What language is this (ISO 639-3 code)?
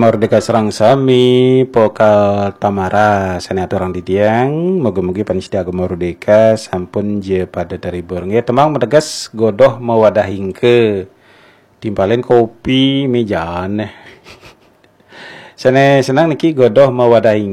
ban